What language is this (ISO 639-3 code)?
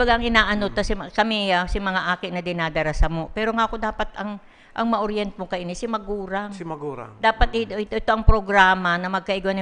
bik